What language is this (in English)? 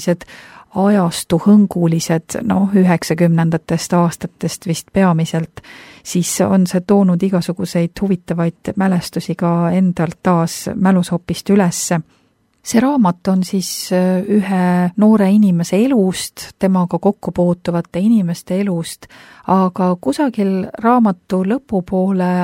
Estonian